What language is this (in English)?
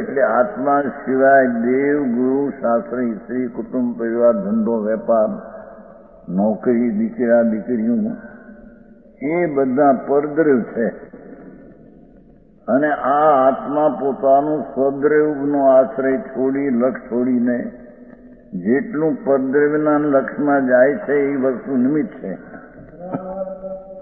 Gujarati